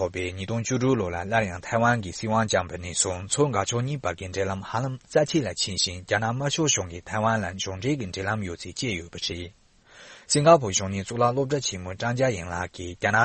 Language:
Tibetan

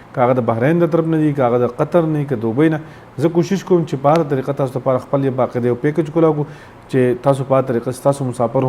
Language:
Pashto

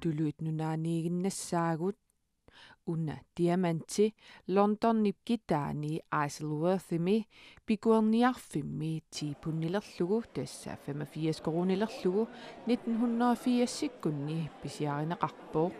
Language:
Kalaallisut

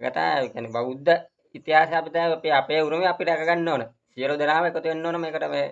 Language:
Sinhala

